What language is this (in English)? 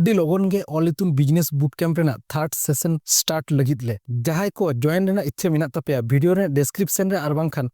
Santali